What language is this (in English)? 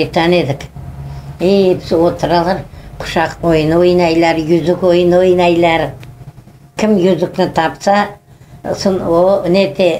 Crimean Tatar